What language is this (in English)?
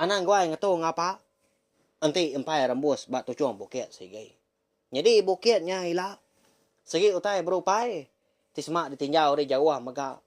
Iban